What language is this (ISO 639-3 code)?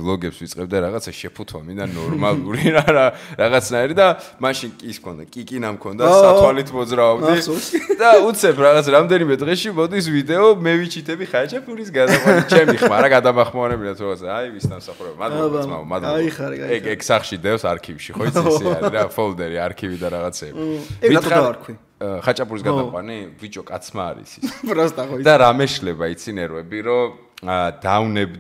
kat